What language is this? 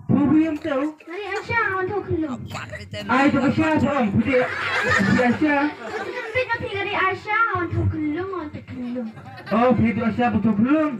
Khasi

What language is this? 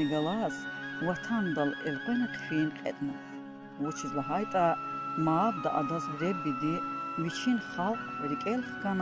Lezghian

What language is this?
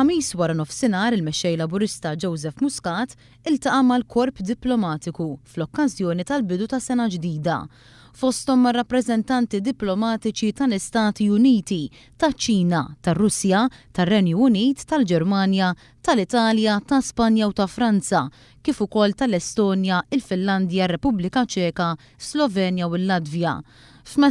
Maltese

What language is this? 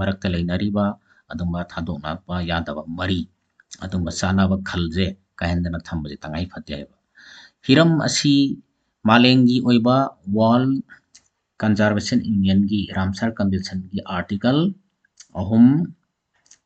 Manipuri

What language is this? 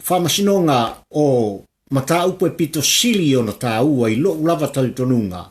Samoan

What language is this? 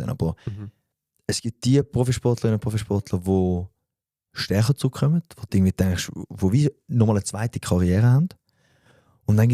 Swiss German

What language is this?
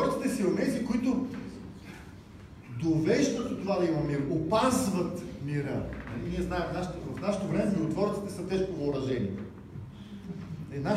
Bulgarian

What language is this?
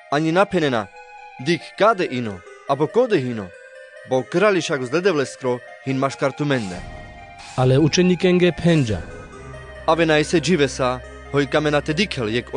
Carpathian Romani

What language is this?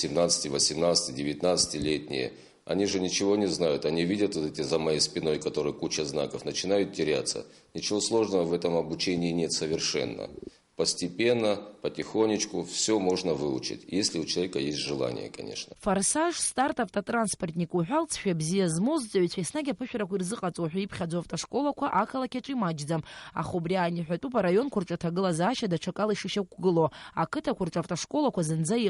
Abkhazian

